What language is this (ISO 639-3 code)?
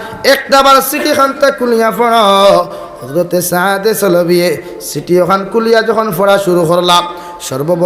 syl